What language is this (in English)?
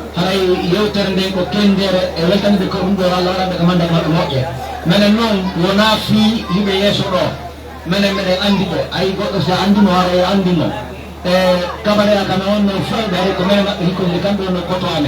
Pular